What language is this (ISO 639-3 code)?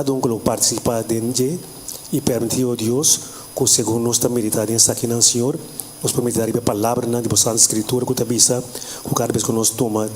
pap